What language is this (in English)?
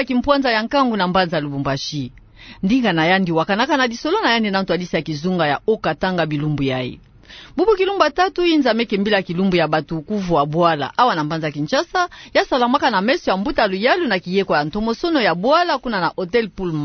Kituba (Democratic Republic of Congo)